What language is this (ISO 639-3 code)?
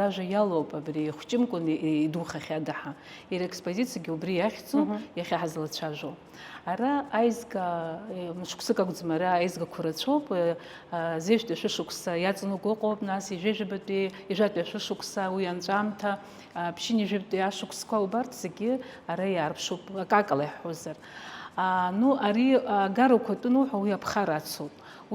abk